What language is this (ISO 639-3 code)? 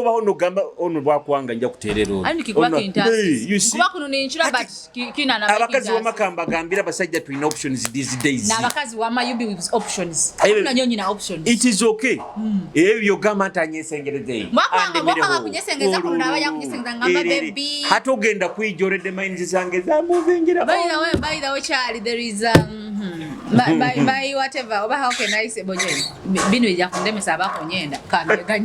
nyo